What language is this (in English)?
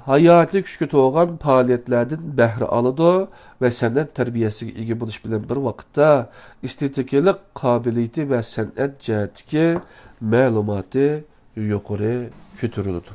Uyghur